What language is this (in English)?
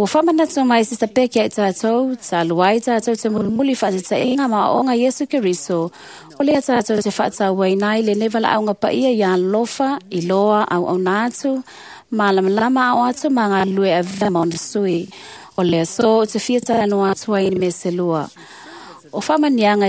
Samoan